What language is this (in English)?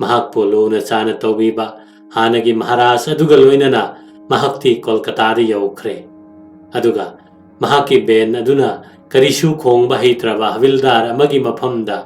Manipuri